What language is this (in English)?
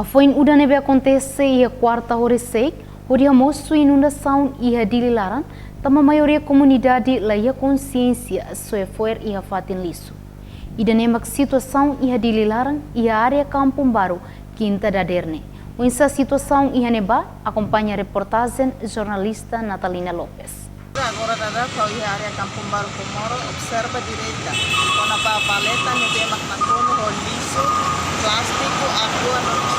Tetum